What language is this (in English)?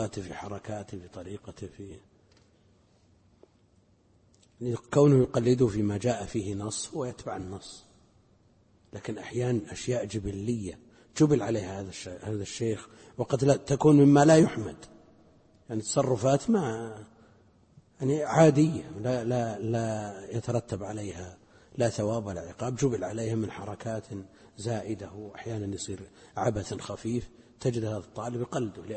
Arabic